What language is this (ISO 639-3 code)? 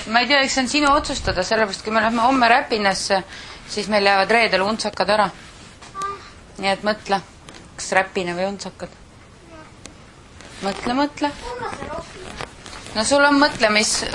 est